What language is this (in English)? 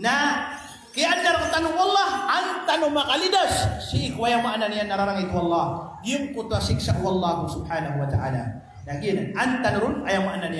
Maranao